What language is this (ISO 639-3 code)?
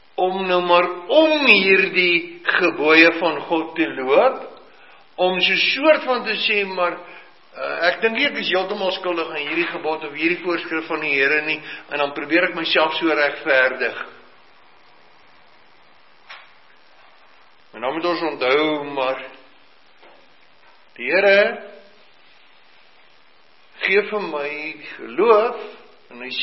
afr